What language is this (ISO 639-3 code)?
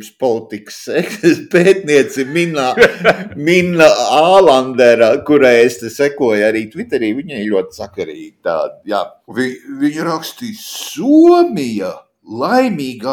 lav